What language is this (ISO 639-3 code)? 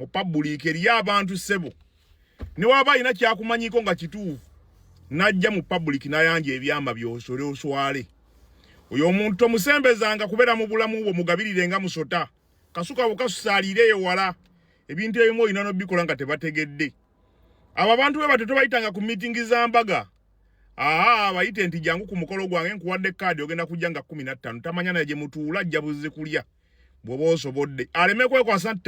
lug